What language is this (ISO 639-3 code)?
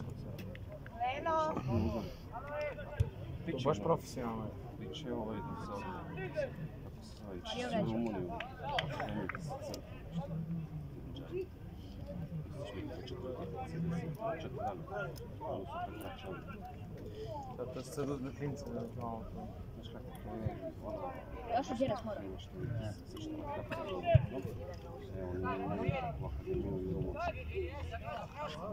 srp